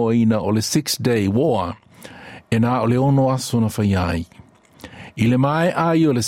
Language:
Samoan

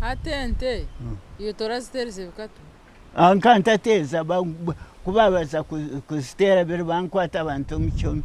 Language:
Nyankole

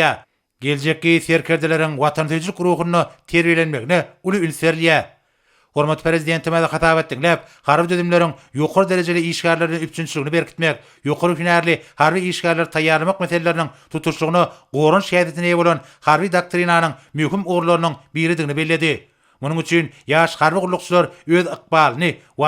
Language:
Turkmen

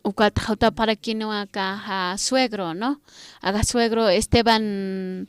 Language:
Aymara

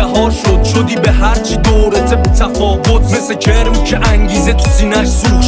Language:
Persian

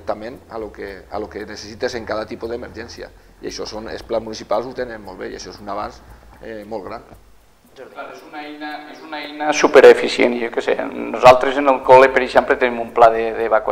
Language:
Catalan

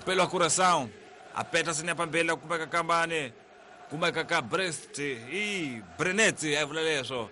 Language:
Tsonga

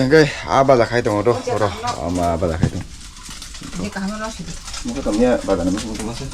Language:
Kok Borok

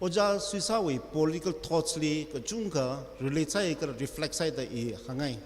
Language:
Tangkhul Naga (India)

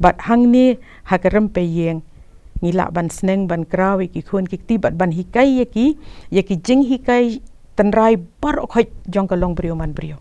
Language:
Khasi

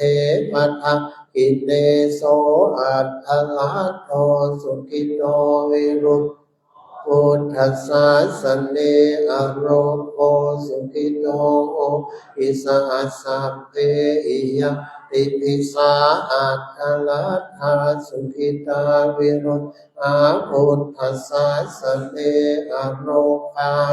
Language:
Pali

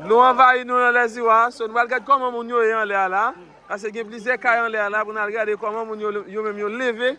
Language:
Haitian Creole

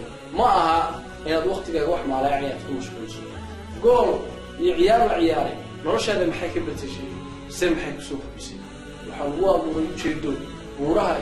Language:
Somali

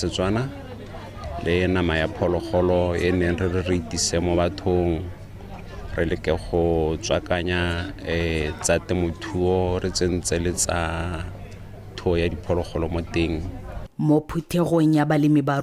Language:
Tswana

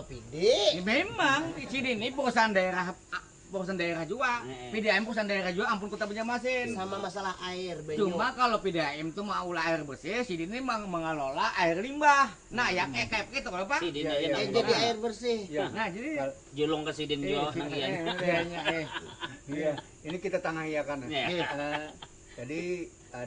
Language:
Banjar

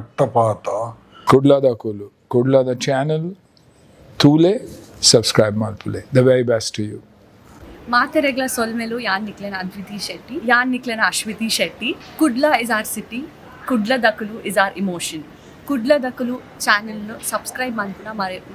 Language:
Tulu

